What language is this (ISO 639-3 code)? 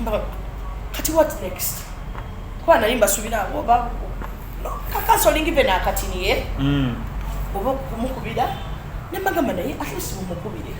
lug